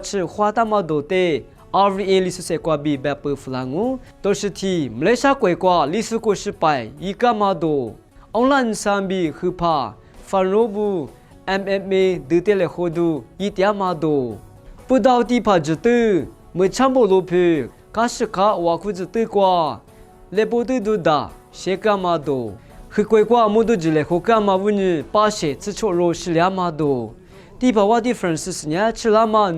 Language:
Lisu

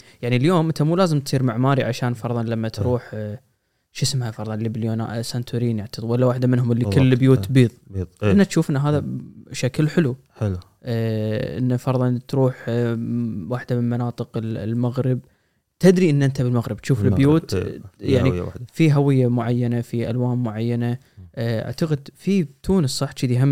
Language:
Gulf Arabic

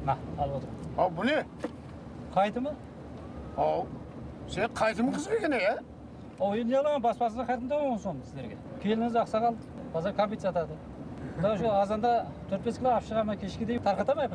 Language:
Kara-Kalpak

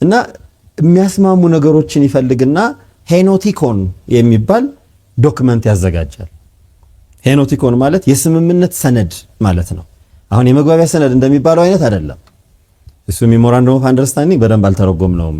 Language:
Amharic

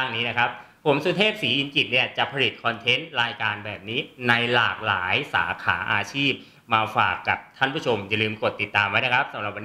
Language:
Thai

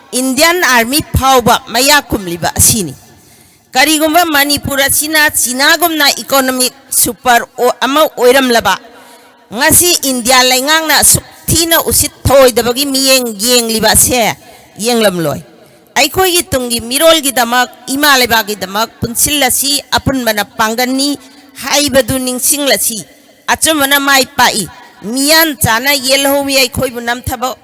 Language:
Manipuri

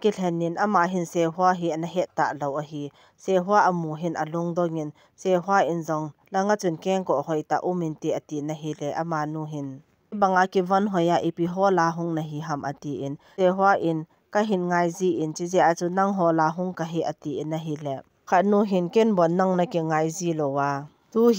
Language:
Thado Chin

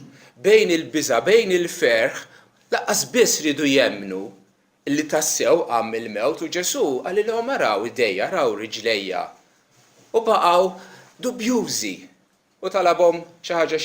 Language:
Maltese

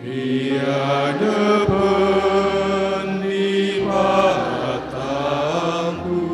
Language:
Batak Karo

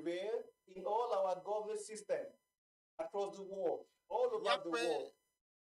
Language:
Ewe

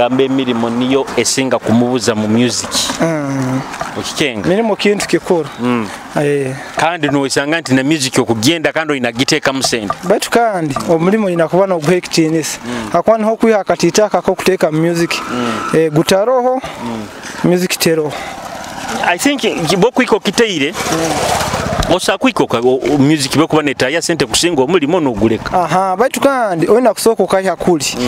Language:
Nyoro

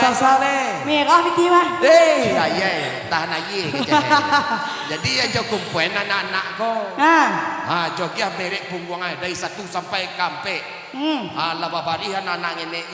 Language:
Minangkabau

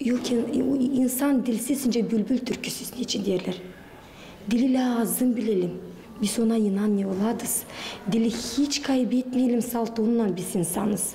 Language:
Gagauz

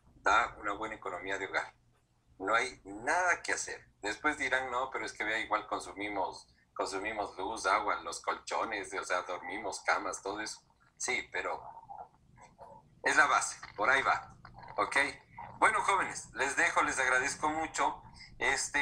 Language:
Spanish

